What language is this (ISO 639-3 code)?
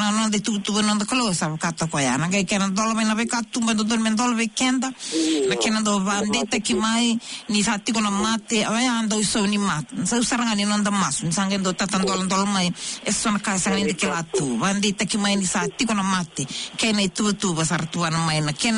fij